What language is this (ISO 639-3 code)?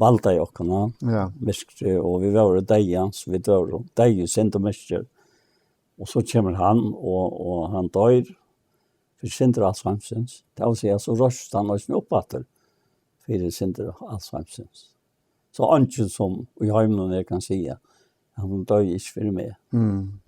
fao